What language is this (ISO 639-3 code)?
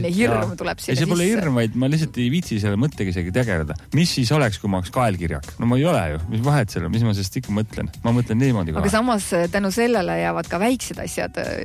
est